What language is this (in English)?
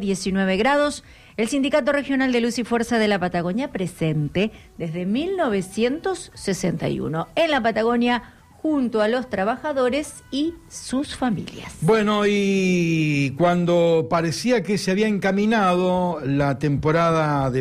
Spanish